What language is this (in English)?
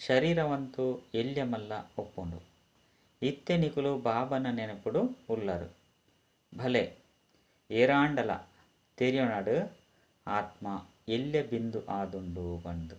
Tulu